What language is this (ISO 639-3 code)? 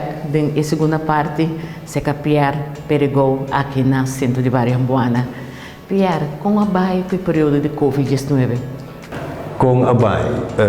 pap